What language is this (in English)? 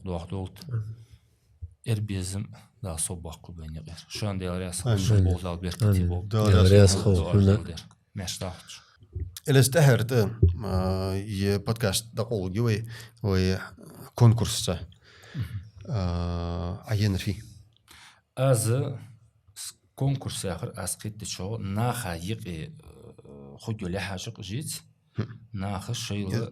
Ingush